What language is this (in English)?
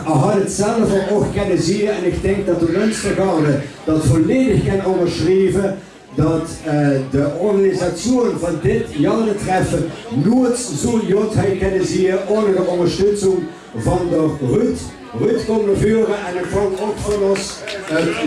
Limburgish